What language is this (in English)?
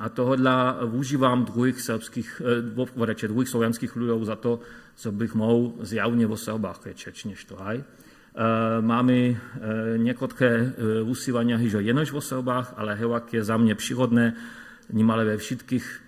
Upper Sorbian